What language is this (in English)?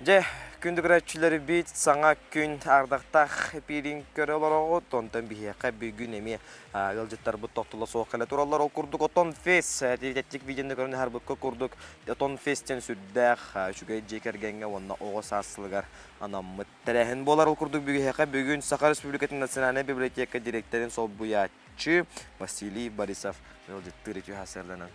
Yakut